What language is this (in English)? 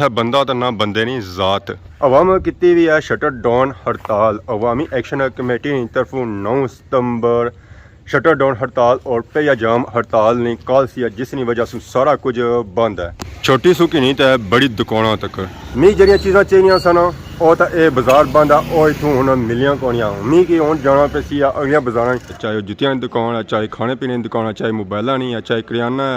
Pahari-Potwari